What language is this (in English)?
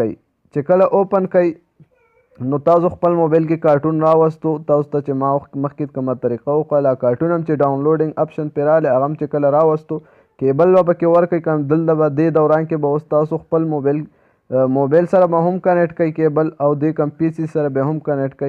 Pashto